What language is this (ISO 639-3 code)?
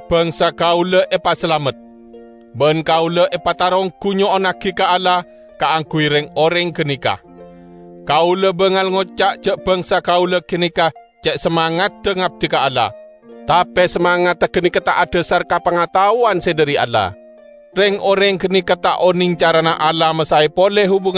mad